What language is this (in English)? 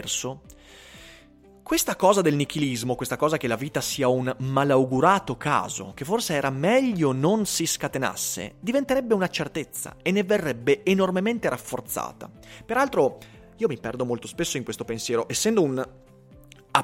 Italian